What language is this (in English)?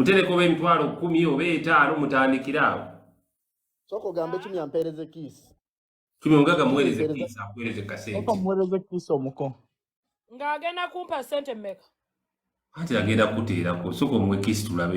Ganda